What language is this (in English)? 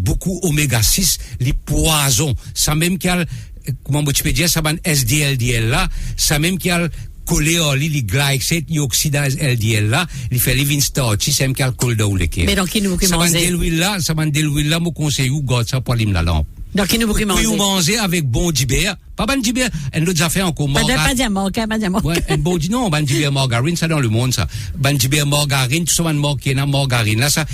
Morisyen